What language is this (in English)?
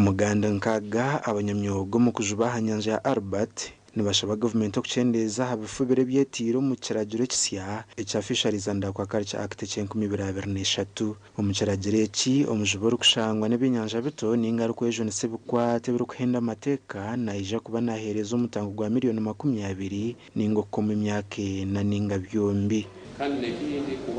Nyankole